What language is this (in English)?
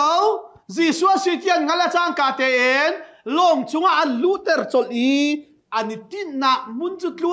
Hakha Chin